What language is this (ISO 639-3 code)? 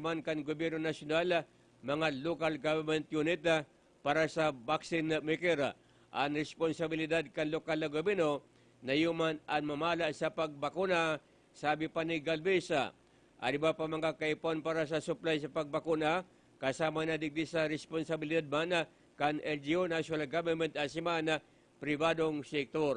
bik